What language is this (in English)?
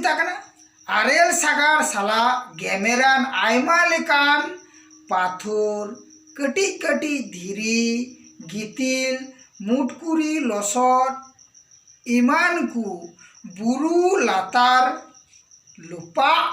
Santali